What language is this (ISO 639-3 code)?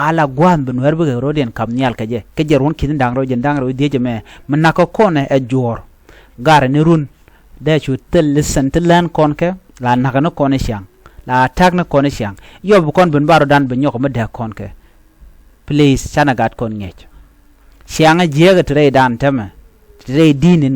nus